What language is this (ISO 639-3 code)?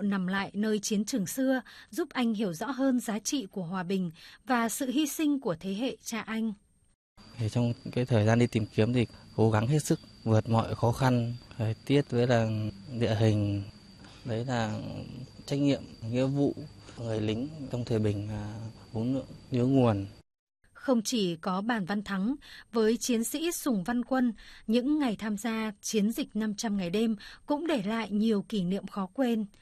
vie